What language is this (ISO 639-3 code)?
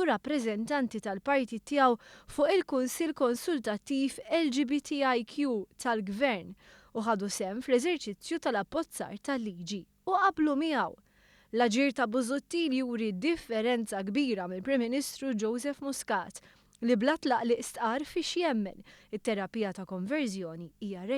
mlt